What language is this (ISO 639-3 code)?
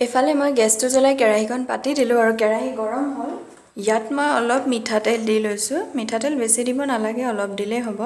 asm